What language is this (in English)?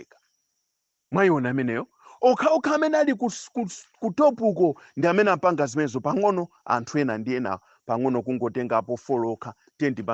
Nyanja